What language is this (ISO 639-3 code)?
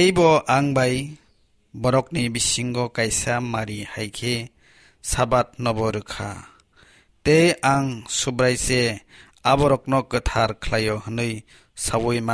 trp